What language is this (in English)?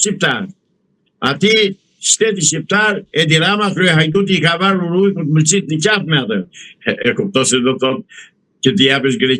Albanian